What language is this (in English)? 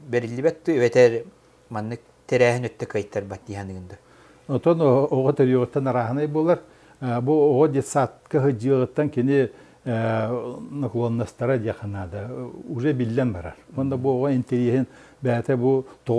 Yakut